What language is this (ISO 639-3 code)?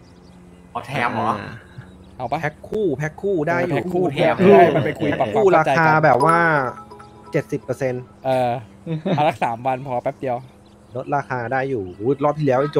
tha